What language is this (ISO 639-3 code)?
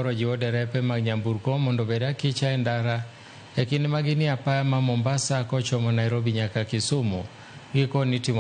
luo